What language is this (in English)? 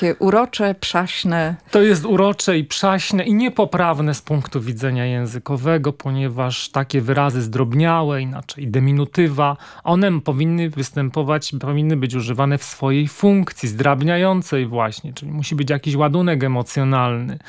Polish